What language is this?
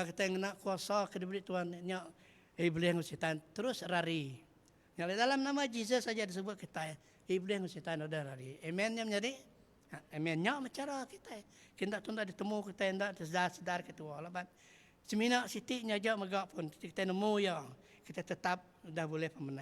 Iban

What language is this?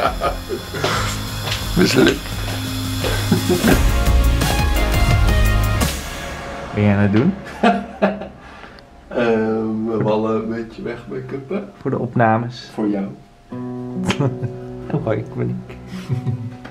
Dutch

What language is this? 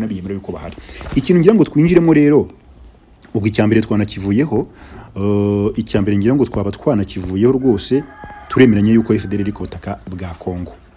Kinyarwanda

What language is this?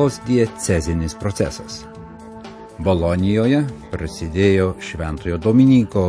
Lithuanian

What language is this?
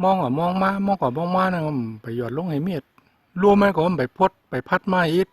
Shan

